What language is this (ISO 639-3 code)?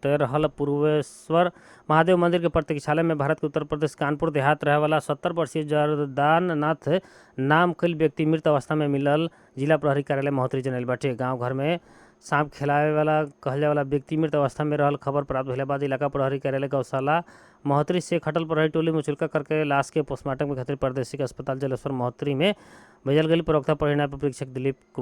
bho